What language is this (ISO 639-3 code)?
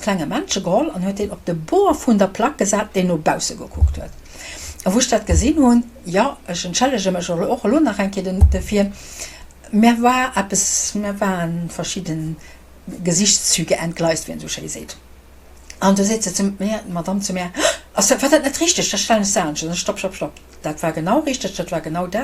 ltz